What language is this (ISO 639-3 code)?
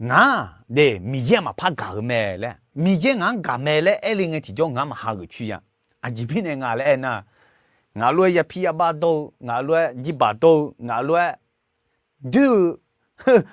ahk